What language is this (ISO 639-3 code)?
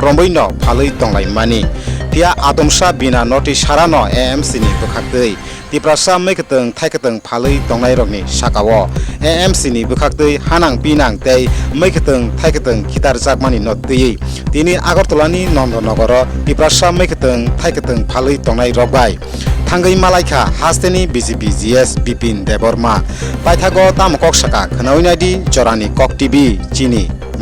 trp